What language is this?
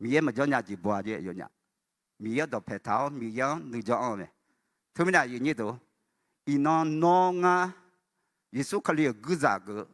Akha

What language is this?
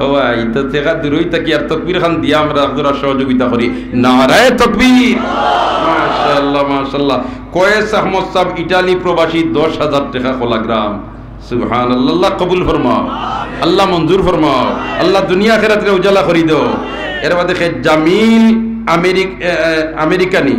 Sylheti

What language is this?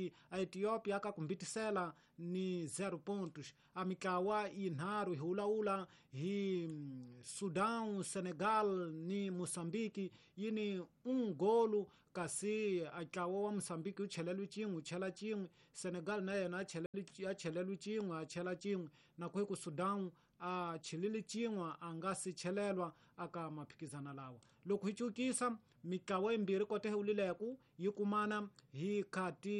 Tsonga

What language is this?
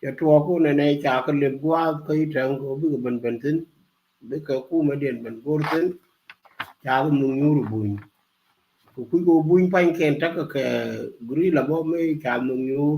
Nuer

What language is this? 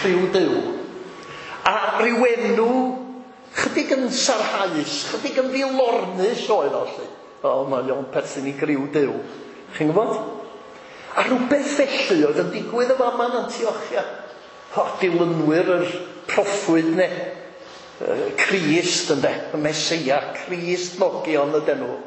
Welsh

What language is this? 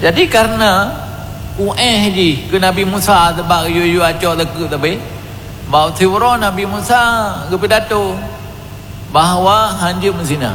Achinese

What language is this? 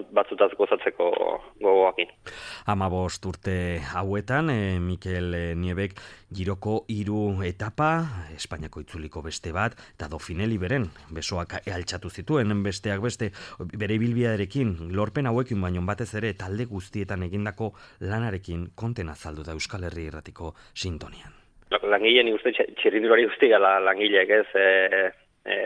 Basque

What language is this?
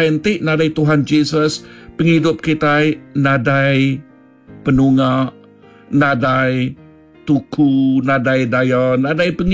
Iban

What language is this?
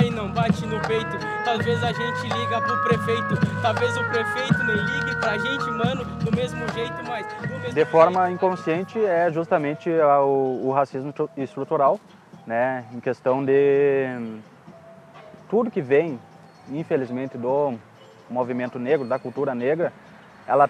Portuguese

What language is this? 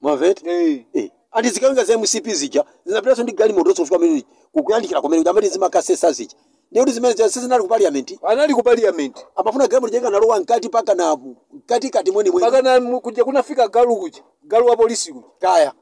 Nyanja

